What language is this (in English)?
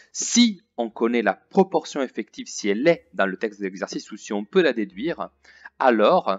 French